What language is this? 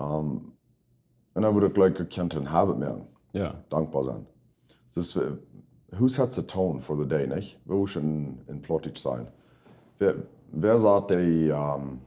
Plautdietsch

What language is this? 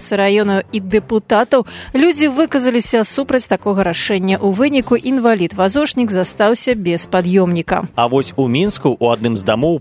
Belarusian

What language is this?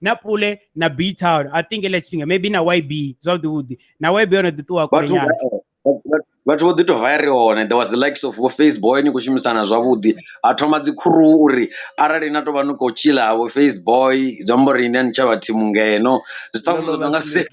Venda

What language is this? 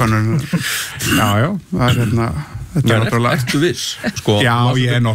Icelandic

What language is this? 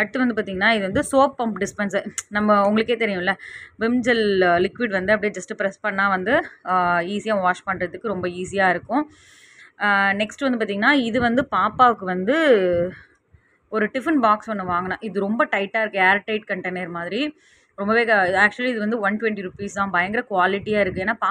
Tamil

